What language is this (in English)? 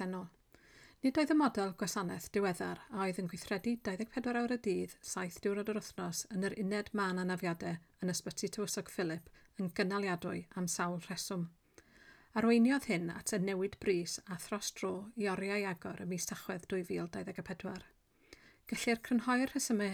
Welsh